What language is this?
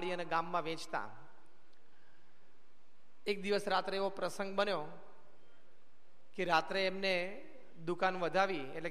Gujarati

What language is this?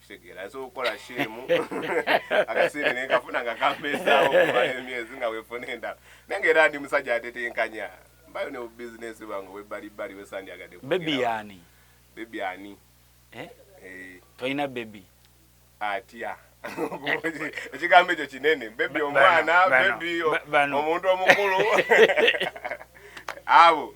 Ganda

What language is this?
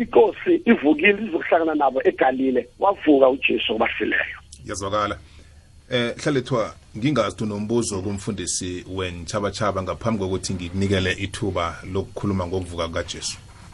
South Ndebele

